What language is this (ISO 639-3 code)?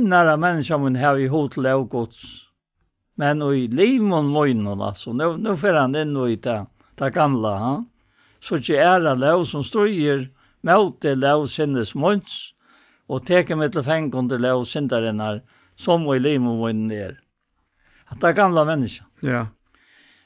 fao